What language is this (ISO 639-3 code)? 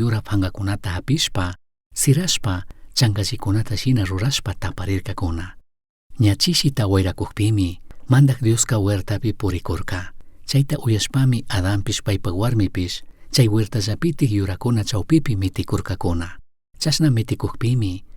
qug